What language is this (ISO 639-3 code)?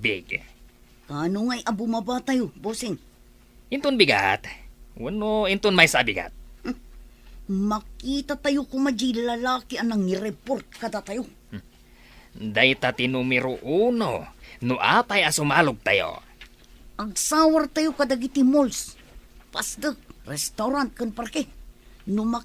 ilo